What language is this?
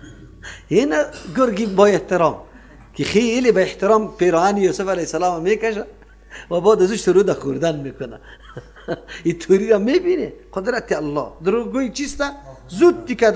Persian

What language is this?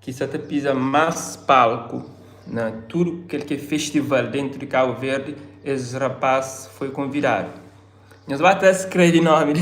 Kabuverdianu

